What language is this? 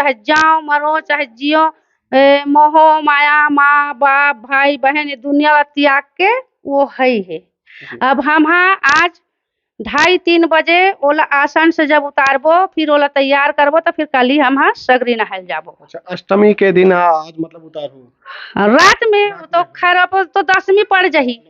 Chhattisgarhi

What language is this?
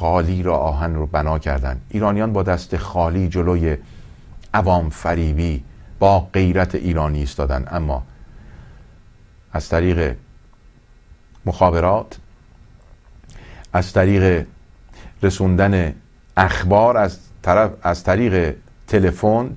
Persian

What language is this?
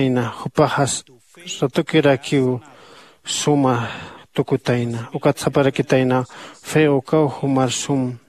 Aymara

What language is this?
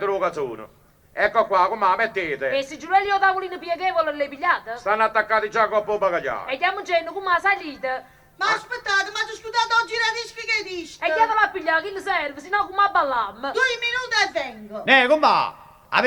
Neapolitan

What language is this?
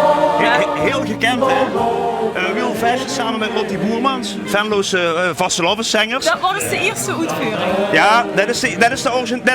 Limburgish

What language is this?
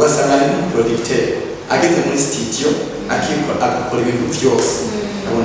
Rundi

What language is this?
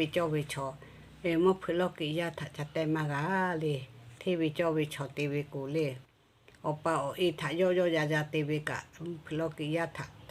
Lahu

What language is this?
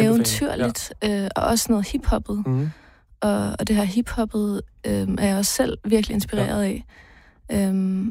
Danish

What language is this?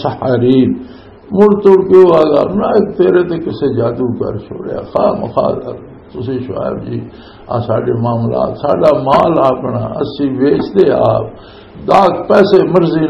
Western Panjabi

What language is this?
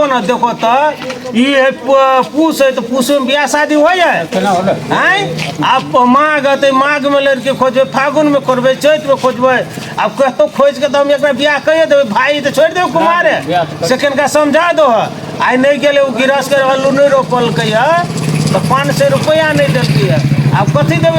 Maithili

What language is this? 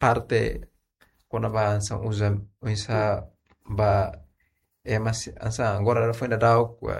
Tetum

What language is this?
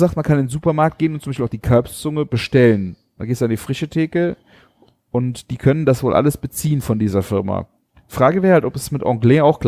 German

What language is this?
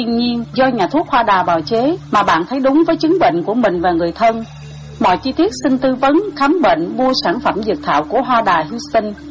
Vietnamese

